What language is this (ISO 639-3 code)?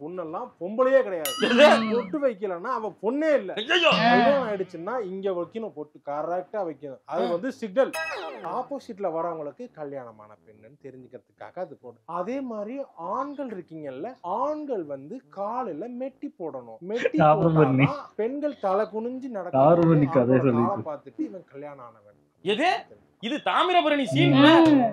tam